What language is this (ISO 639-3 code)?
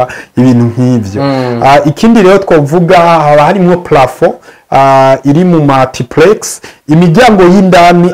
run